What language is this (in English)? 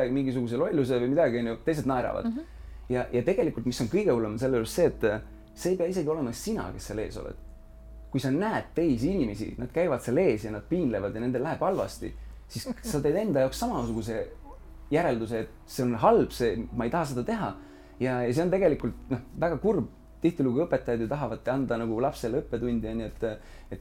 Estonian